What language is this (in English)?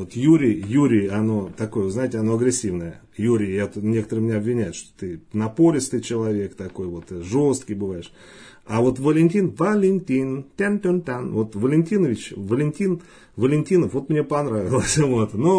Russian